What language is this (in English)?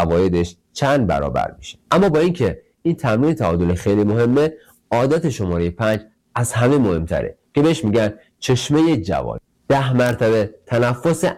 Persian